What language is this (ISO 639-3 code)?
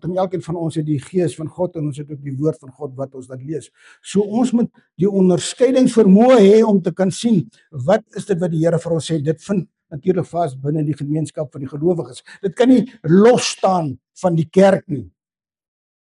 afr